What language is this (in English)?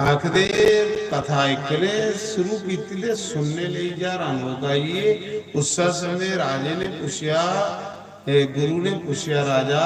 Dogri